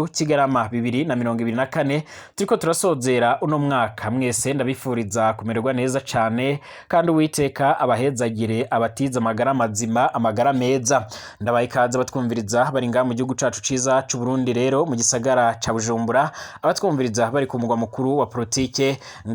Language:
Rundi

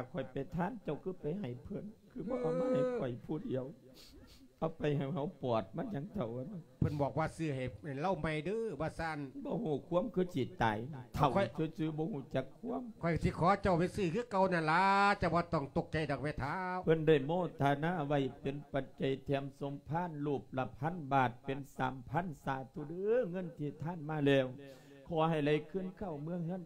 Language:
Lao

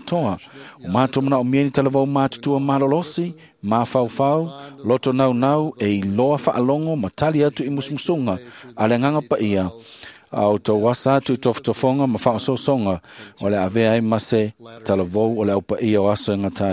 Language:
Samoan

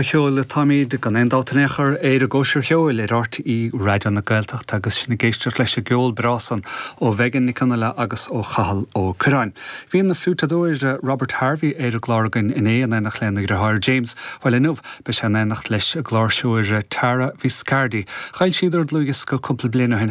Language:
Irish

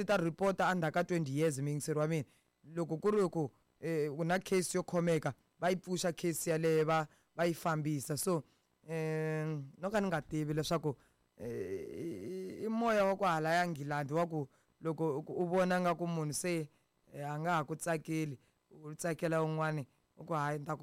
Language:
Tsonga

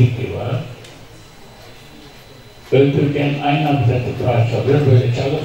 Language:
Turkish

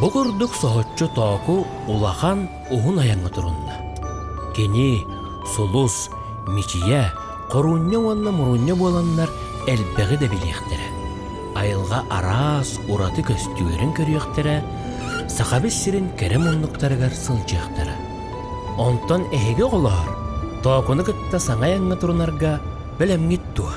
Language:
Yakut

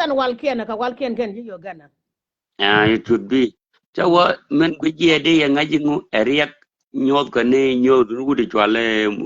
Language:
Nuer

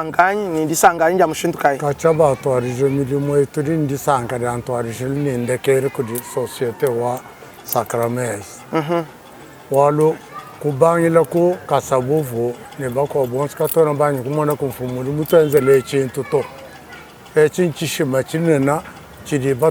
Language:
Luba-Lulua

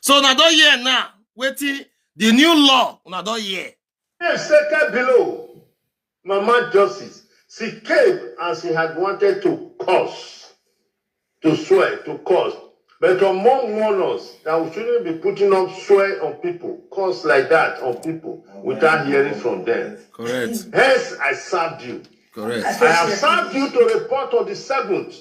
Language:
Nigerian Pidgin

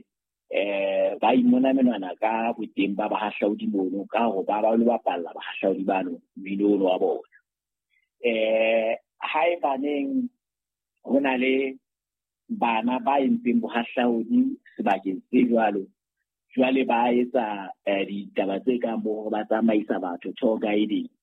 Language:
Southern Sotho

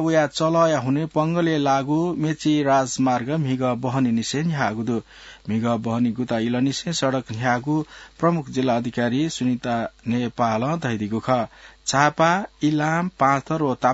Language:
Newari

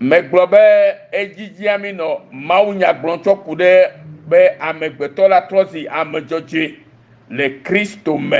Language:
Ewe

